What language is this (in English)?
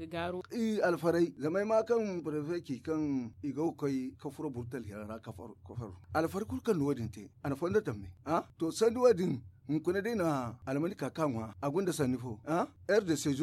Zarma